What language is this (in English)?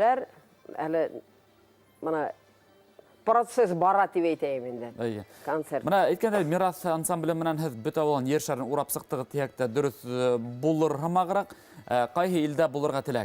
Bashkir